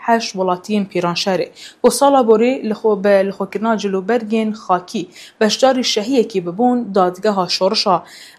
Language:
Kurdish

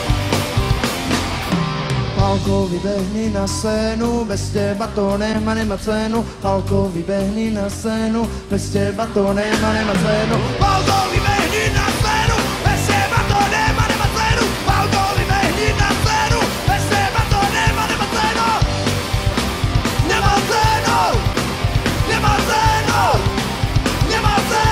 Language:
Slovak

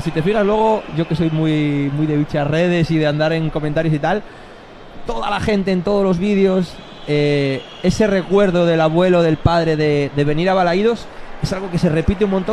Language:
Spanish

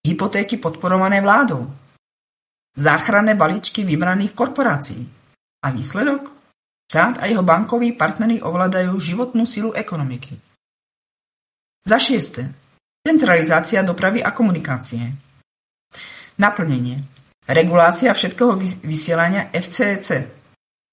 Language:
Slovak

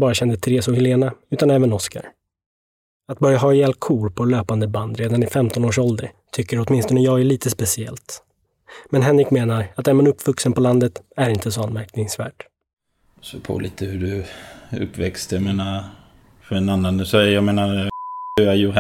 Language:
Swedish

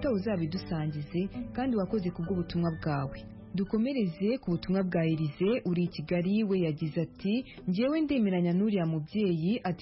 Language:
Kinyarwanda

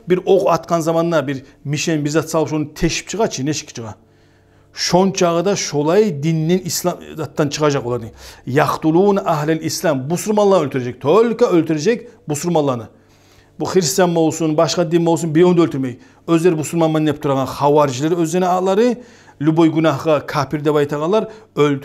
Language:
Kumyk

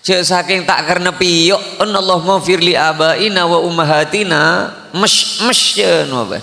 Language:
Madurese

